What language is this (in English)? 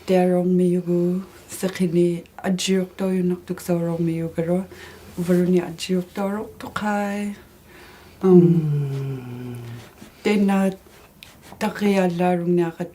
Inuktitut